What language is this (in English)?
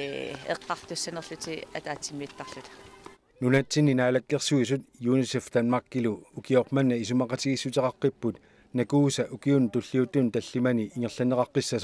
Kalaallisut